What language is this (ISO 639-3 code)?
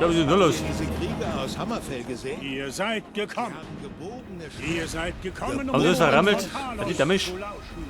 bar